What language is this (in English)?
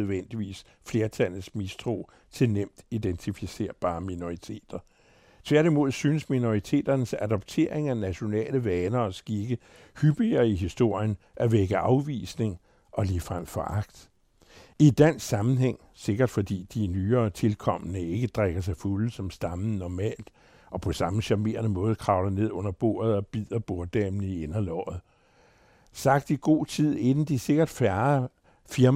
Danish